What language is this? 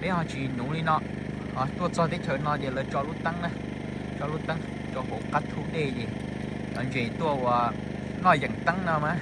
Hmong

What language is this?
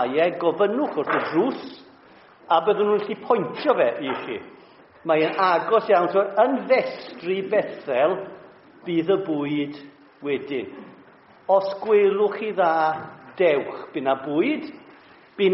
Welsh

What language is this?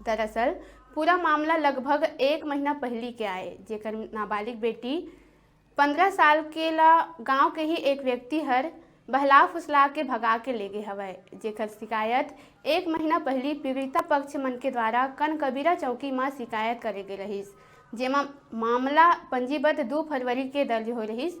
Chhattisgarhi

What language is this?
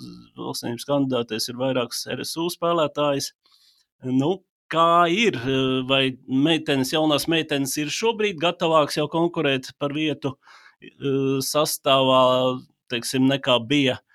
Latvian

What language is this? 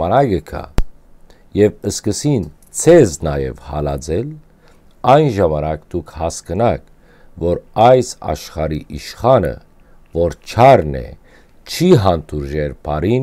Western Armenian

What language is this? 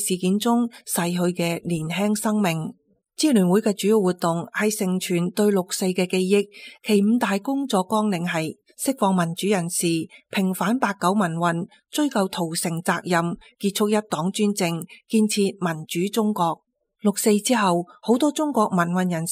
Cantonese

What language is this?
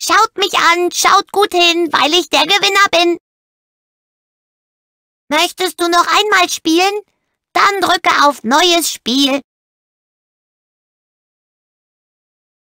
German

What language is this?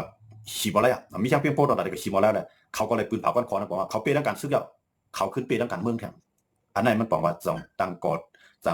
Shan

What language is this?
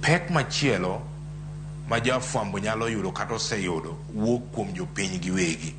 Luo (Kenya and Tanzania)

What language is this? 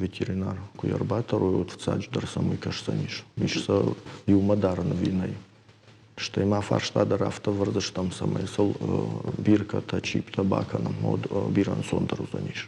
Ossetic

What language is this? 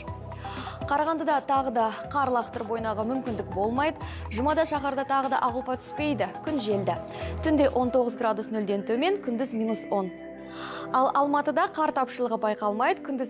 Kazakh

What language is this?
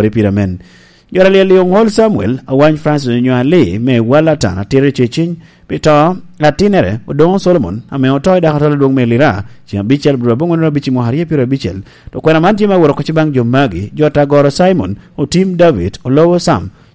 Lango (Uganda)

